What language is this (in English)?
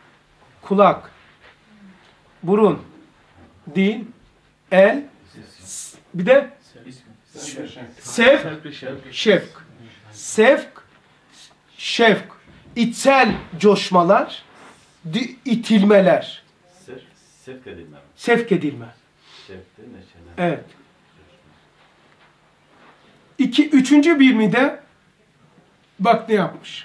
Turkish